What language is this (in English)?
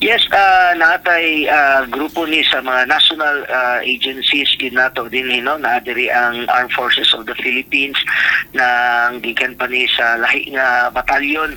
Cebuano